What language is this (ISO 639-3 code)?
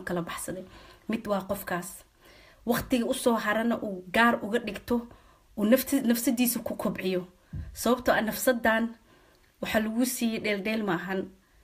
som